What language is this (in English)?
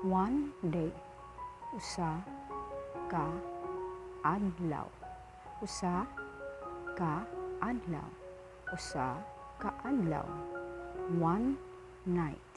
Cebuano